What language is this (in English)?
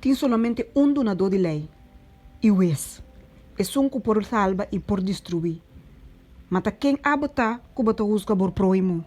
Papiamento